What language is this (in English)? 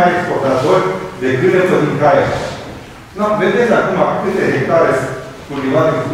Romanian